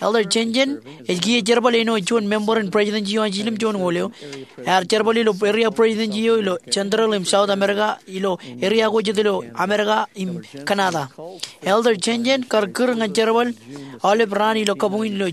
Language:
Marshallese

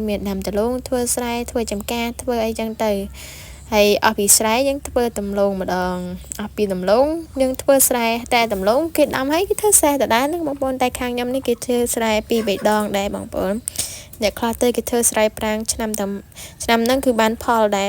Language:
Khmer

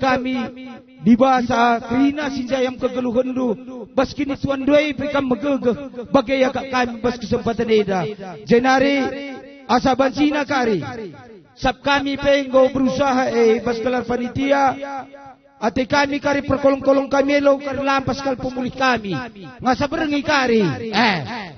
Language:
Batak Karo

